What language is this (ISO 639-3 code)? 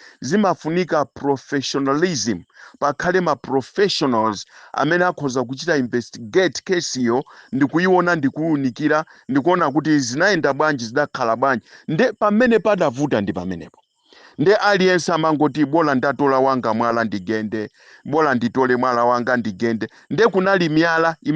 nya